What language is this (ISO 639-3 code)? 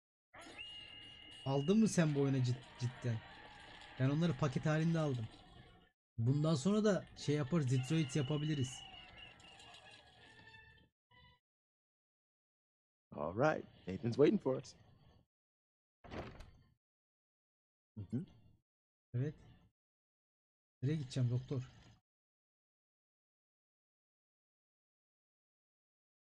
tur